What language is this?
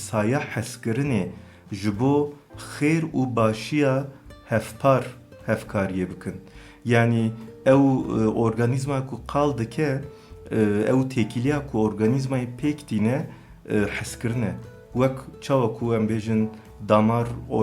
Kurdish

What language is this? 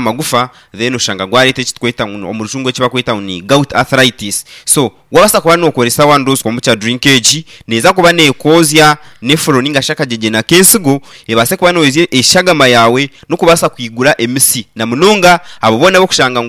Nyankole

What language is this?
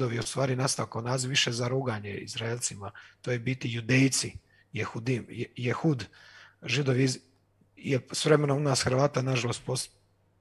Croatian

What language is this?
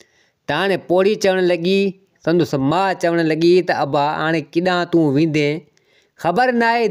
Sindhi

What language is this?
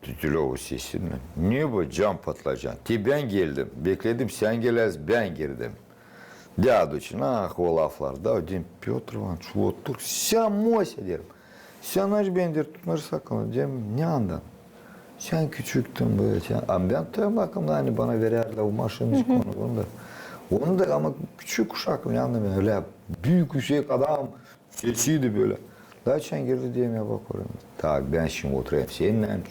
Gagauz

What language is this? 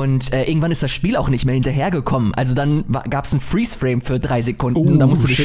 German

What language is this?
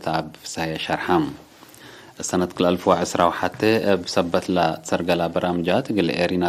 Tigre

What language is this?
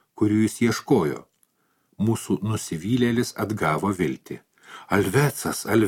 Lithuanian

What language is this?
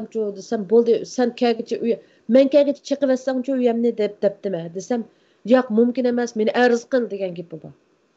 Uyghur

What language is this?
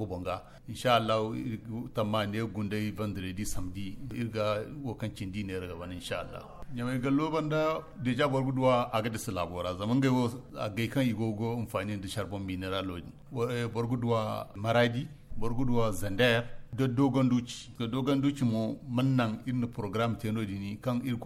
Zarma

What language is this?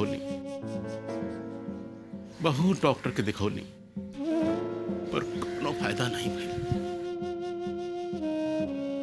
Bhojpuri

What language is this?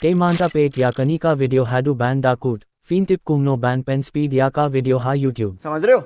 Khasi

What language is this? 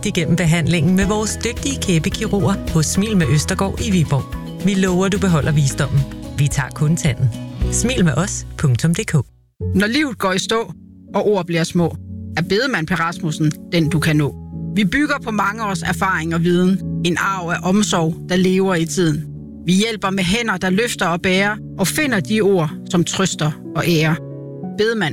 Danish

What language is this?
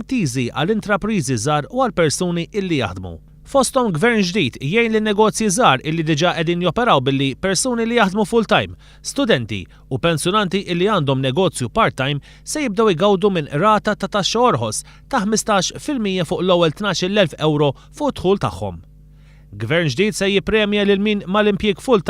Maltese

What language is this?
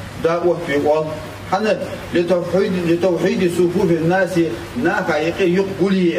Ingush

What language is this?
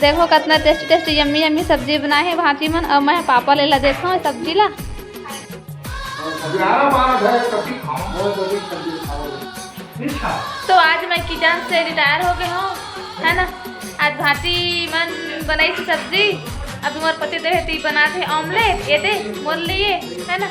Chhattisgarhi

